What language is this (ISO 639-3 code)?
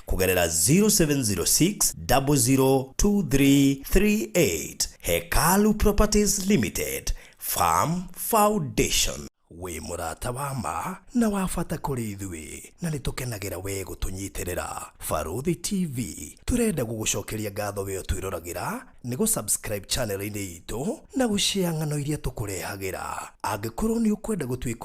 kik